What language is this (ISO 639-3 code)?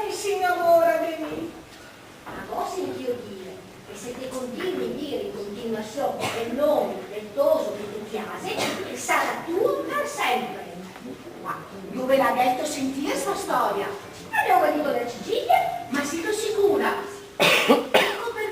vec